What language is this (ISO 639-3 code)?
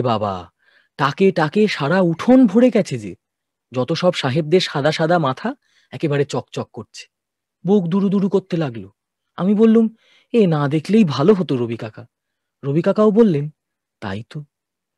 ben